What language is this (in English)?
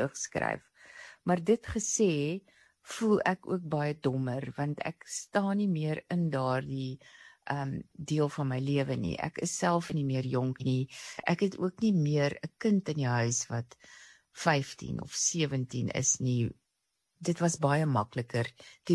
Afrikaans